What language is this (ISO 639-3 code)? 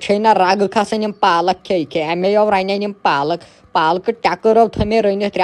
kas